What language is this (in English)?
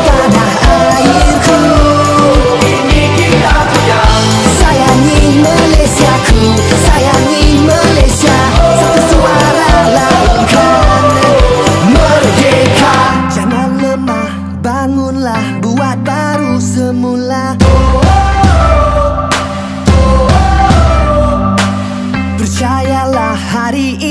Malay